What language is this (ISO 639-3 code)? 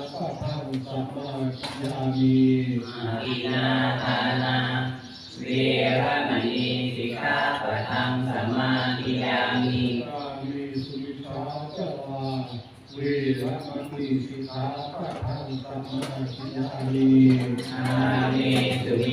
pli